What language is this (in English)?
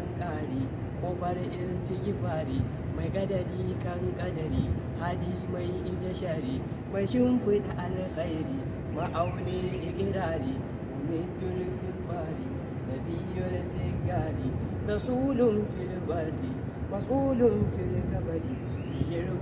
Hausa